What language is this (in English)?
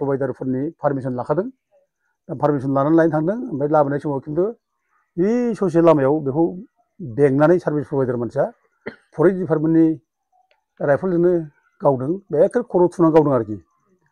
Bodo